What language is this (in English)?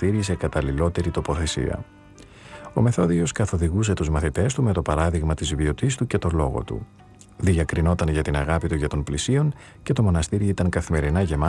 Greek